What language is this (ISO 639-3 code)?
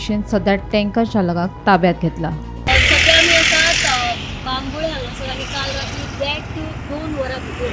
kok